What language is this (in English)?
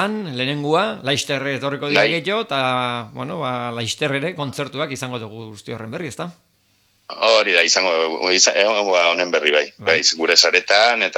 Basque